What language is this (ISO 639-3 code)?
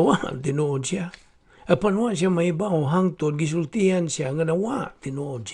ceb